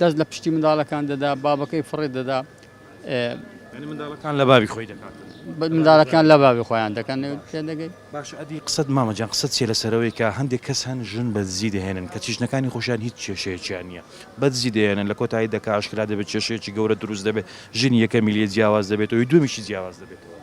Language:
Central Kurdish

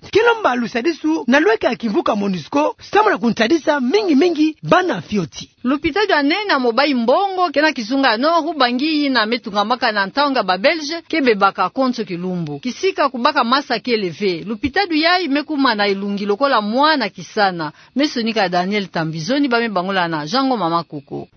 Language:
Kituba (Democratic Republic of Congo)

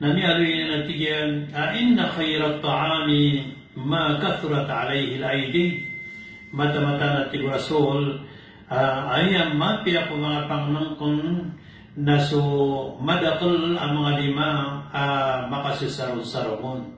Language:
Maranao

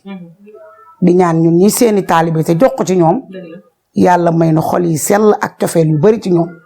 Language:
Wolof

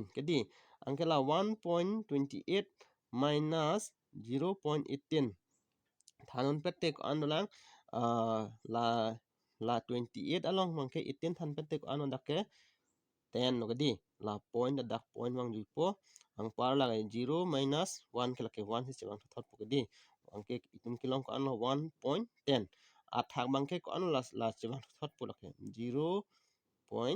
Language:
Karbi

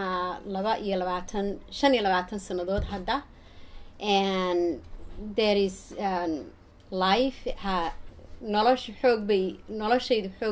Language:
Somali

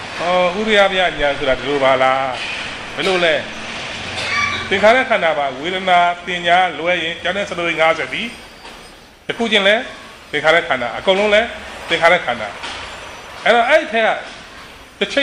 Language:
Burmese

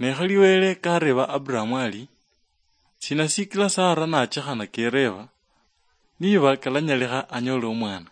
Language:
Luyia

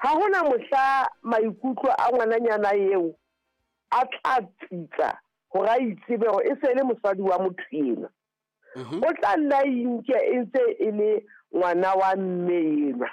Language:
Southern Sotho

